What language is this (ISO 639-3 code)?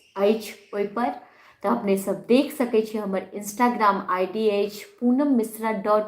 mai